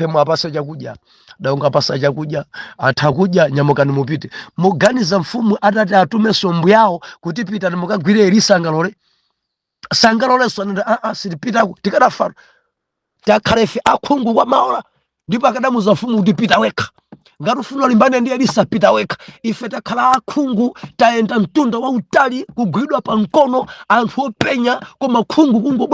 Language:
Nyanja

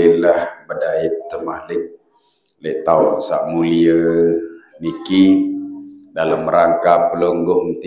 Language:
Sasak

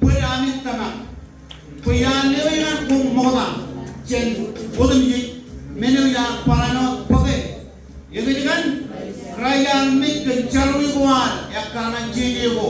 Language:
Marshallese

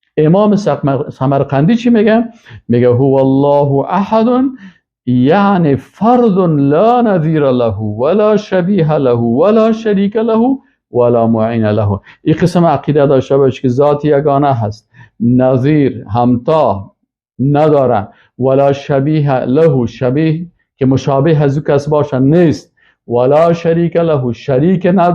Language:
Persian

